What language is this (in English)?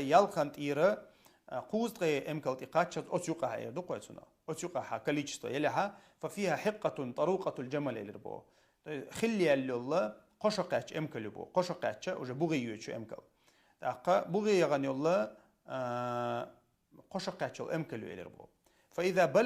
Chechen